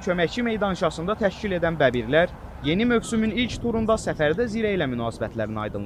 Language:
Azerbaijani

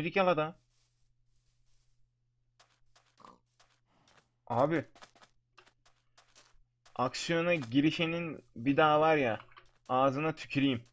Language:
Turkish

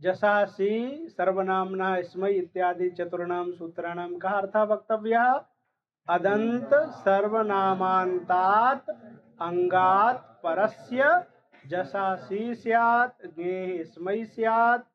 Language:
Sanskrit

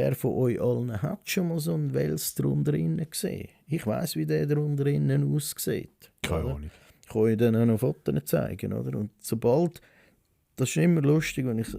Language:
Swiss German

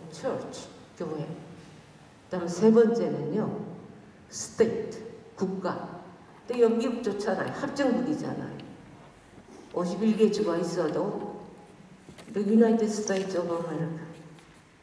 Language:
Korean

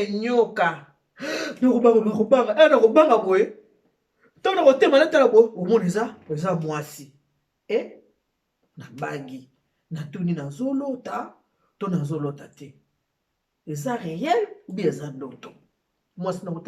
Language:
Lingala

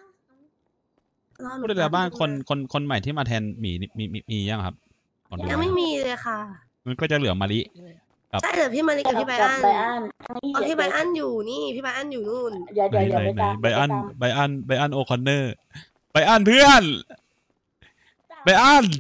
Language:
Thai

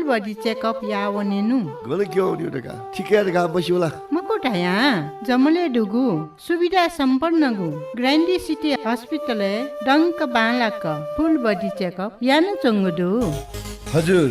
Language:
Newari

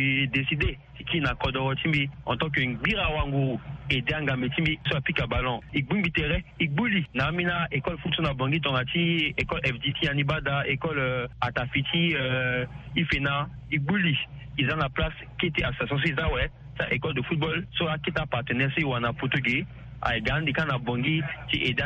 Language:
Sango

